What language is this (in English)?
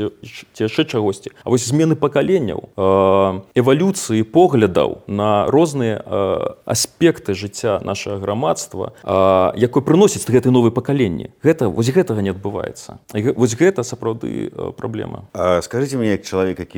Belarusian